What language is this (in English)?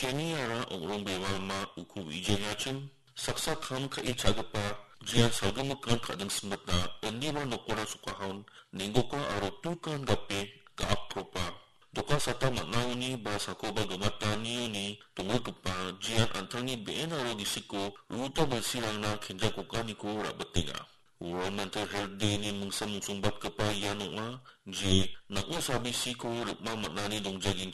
Garo